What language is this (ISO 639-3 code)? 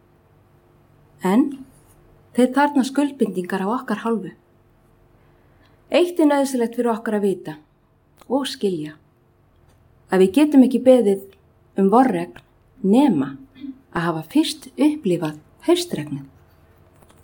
isl